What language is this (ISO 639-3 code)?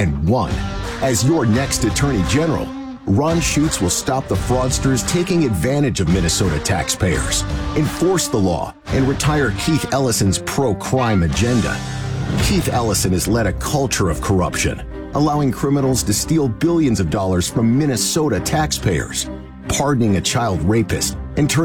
eng